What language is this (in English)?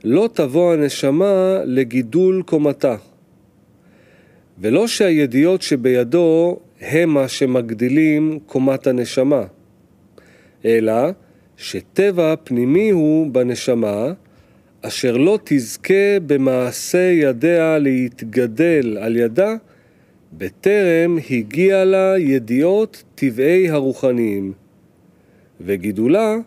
Hebrew